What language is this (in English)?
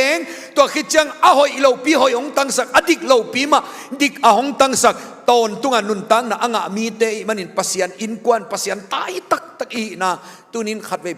Tedim Chin